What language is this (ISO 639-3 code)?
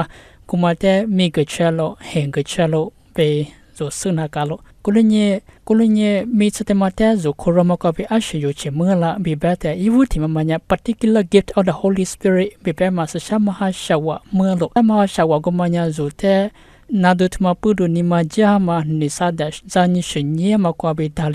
lis